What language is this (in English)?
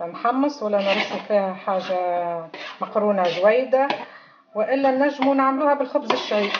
Tunisian Arabic